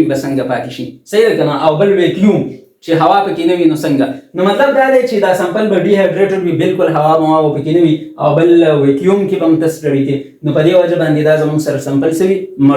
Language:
Pashto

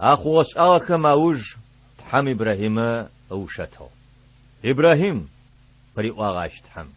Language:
Adyghe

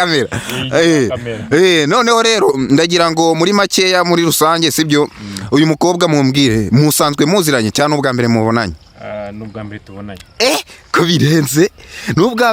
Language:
Kinyarwanda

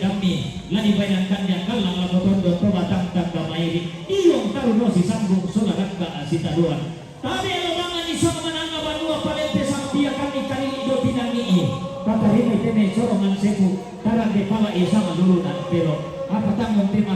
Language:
Toraja-Sa'dan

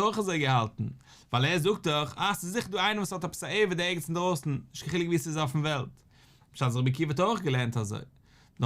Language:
Yiddish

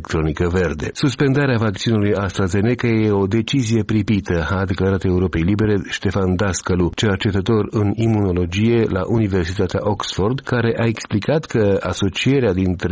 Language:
Romanian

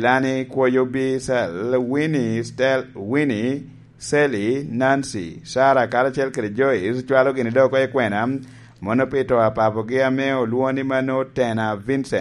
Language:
Lango (Uganda)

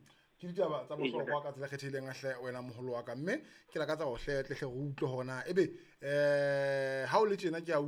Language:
Southern Sotho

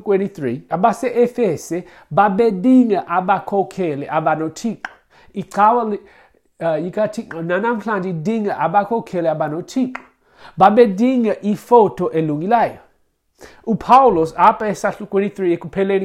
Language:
Xhosa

